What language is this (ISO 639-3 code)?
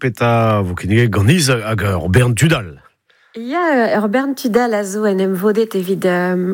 bre